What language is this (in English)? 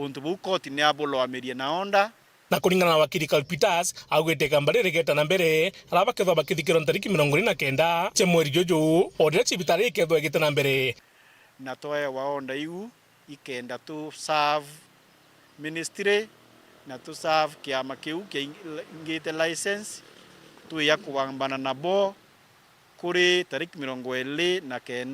Meru